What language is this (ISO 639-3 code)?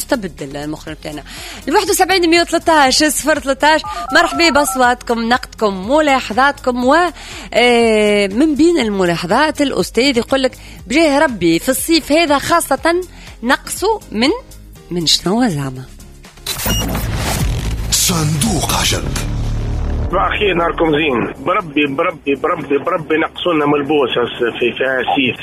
aeb